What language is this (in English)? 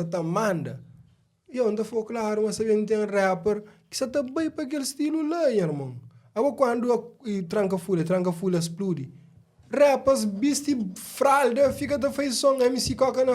Kabuverdianu